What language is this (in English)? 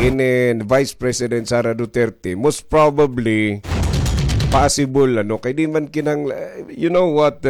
Waray